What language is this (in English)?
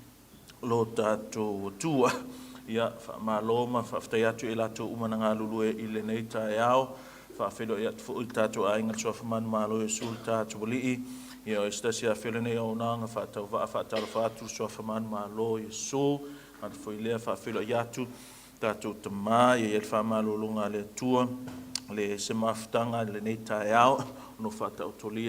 Samoan